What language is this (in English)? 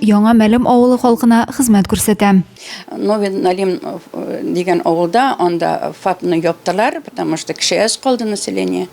Tatar